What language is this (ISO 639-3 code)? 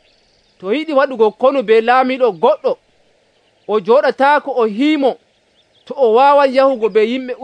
fuv